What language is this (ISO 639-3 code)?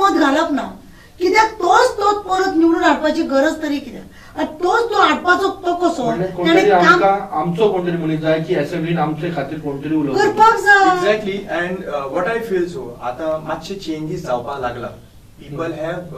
kok